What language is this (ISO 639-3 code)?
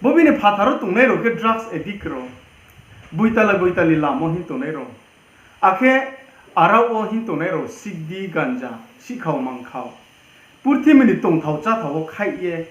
ria